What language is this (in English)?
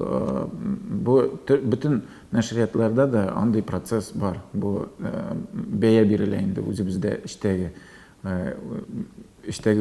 Tatar